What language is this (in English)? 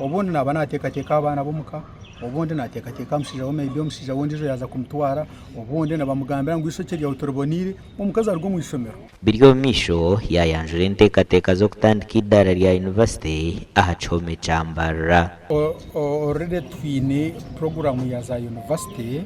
Nyankole